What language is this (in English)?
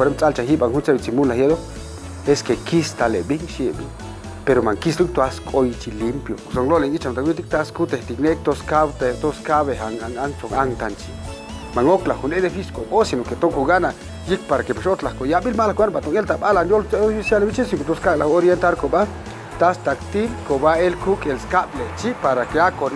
Chuj